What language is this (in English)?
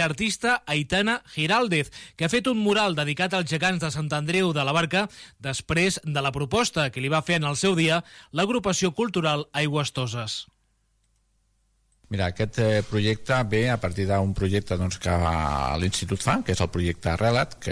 Catalan